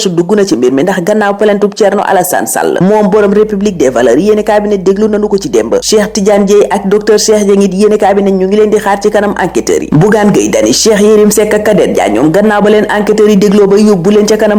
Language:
Wolof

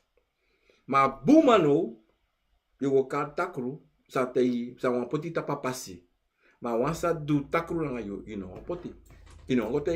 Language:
Sranan Tongo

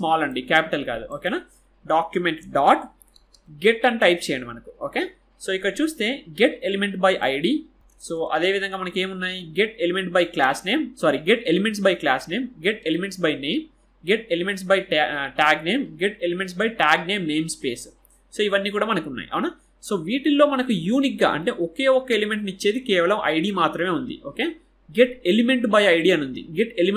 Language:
Telugu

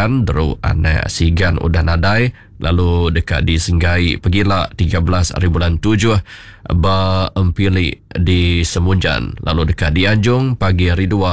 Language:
Iban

